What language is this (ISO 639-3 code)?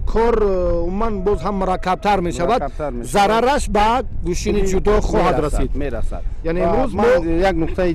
tgk